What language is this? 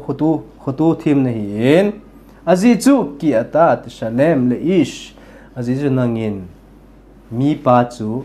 Thado Chin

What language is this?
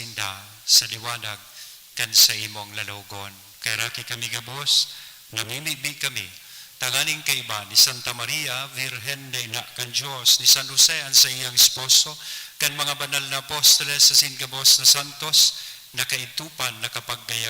Bikol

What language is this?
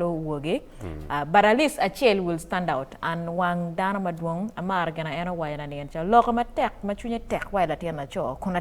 Acoli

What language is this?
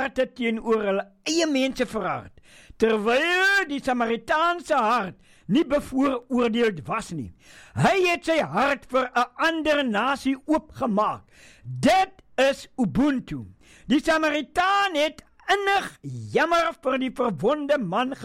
Afrikaans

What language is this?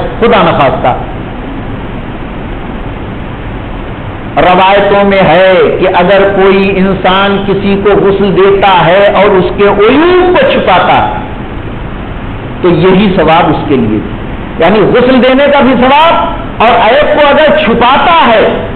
Urdu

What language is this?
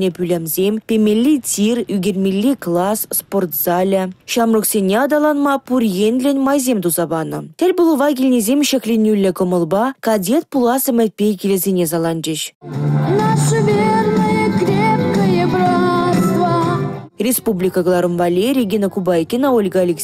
Chuvash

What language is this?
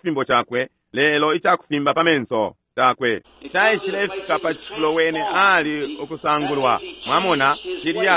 Bemba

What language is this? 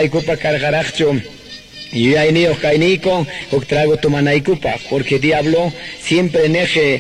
Quechua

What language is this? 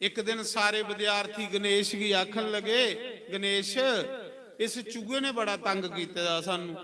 Dogri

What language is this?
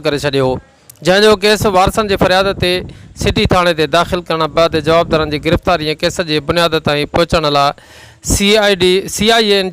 Sindhi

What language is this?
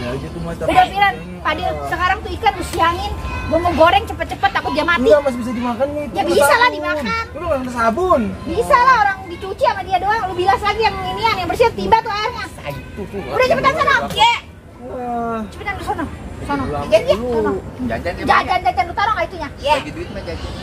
Betawi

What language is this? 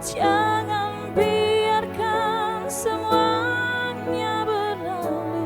Ambonese Malay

